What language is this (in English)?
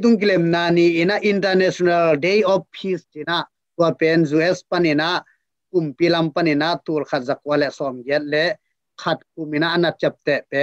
Tedim Chin